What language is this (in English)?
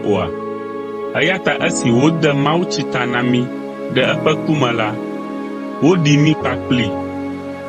Ewe